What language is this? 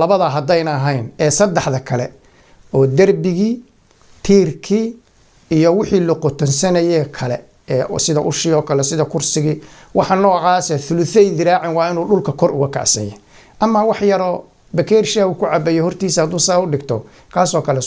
Somali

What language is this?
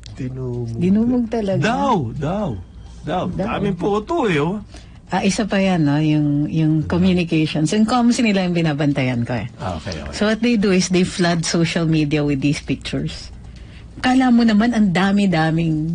Filipino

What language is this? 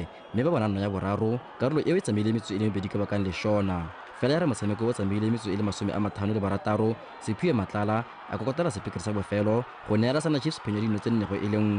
Tswana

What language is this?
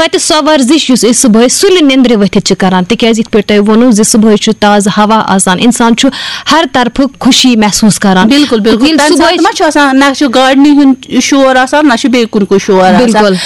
Kashmiri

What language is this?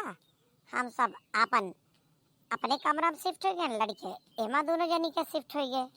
Awadhi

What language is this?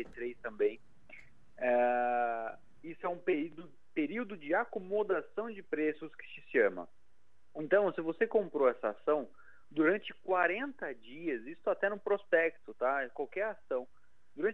Portuguese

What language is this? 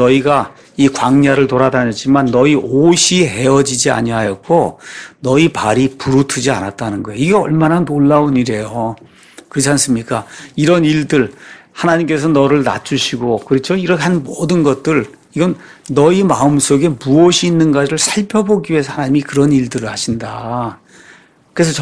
Korean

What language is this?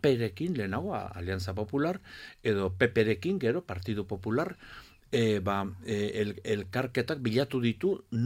Basque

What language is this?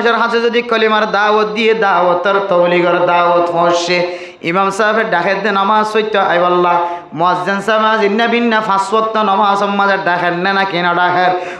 Rohingya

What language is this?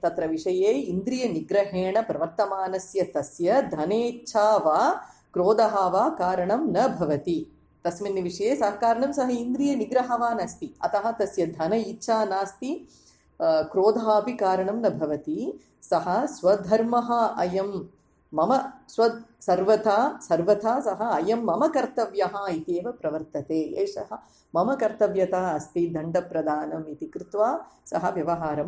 Sanskrit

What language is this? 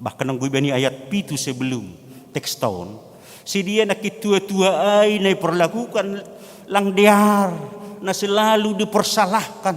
Batak Simalungun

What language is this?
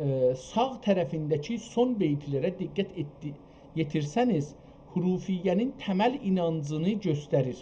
South Azerbaijani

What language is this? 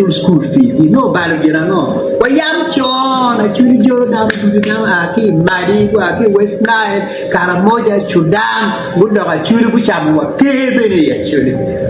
Acoli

